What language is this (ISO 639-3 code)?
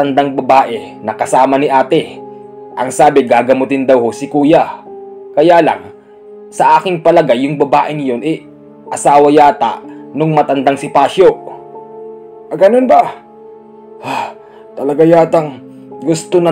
fil